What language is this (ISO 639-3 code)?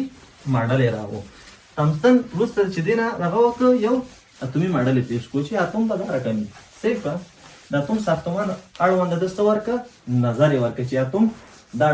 pus